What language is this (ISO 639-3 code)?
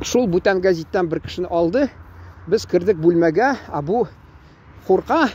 tat